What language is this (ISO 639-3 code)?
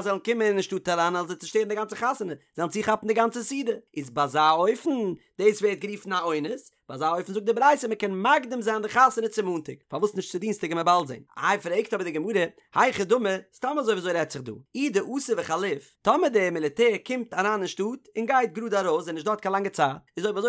yid